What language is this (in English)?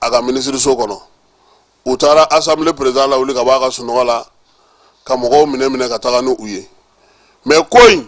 Bambara